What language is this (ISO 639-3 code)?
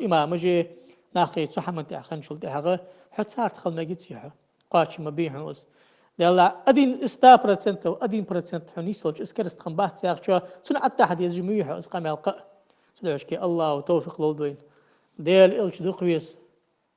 inh